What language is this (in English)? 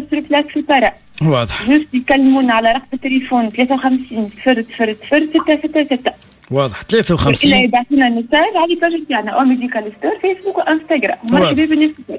Tunisian Arabic